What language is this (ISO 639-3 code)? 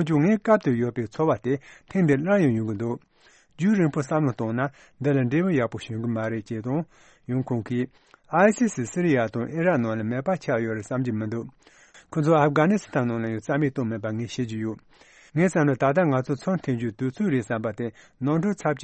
bod